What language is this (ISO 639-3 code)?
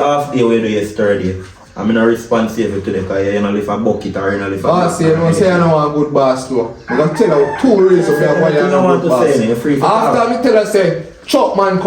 jam